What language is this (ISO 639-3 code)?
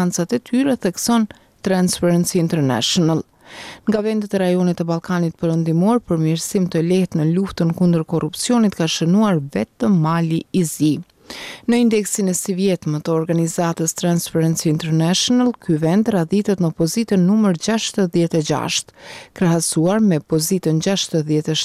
sqi